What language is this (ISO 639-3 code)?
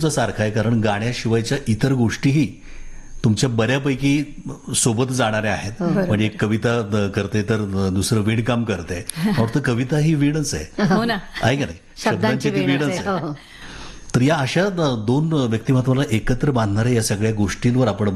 mar